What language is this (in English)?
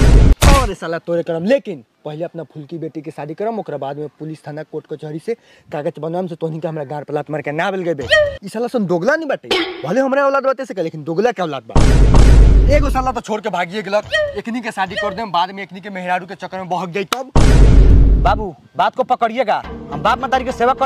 Bhojpuri